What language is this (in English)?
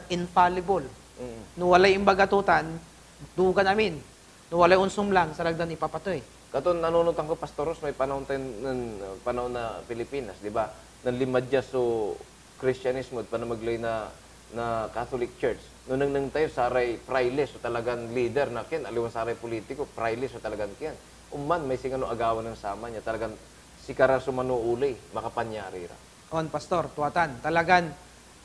Pangasinan